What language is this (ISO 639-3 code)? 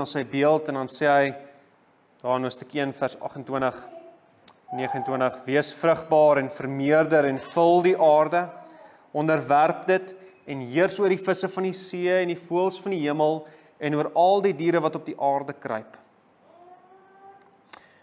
afr